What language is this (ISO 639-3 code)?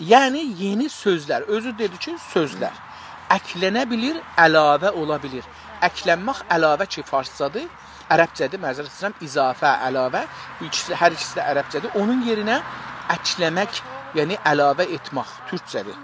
azb